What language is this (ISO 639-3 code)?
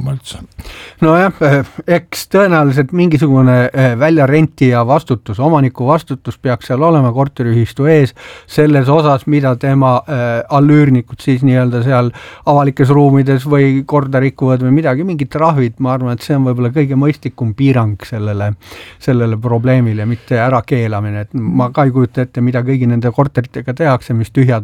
est